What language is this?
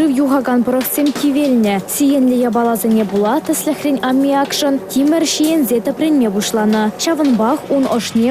Chuvash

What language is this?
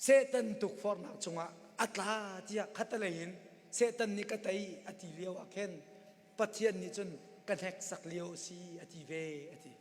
Hakha Chin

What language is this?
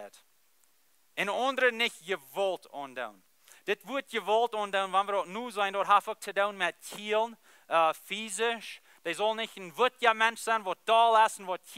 Plautdietsch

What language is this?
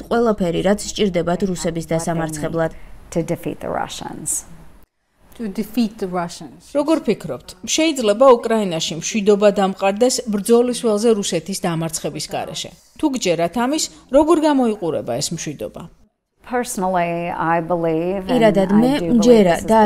Georgian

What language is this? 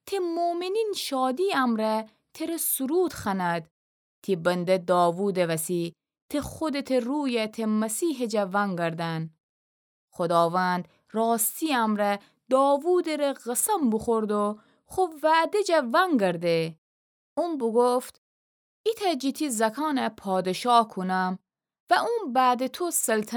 Gilaki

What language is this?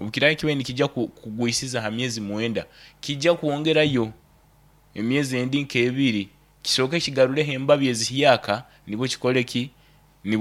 Nyankole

